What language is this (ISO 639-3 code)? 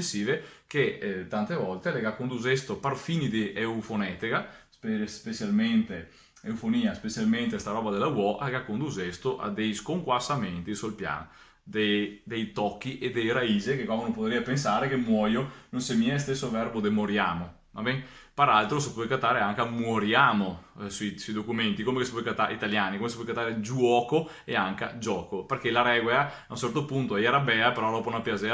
vec